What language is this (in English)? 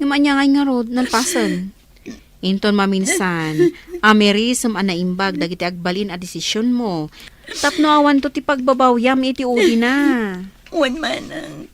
Iloko